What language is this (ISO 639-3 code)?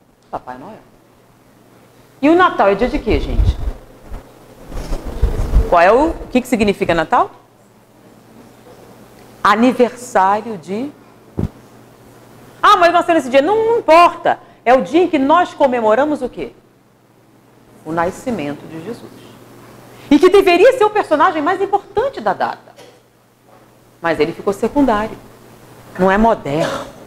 por